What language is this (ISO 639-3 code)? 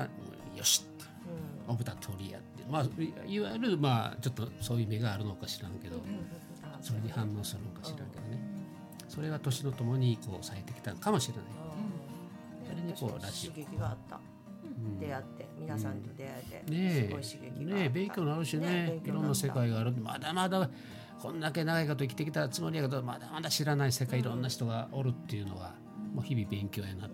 jpn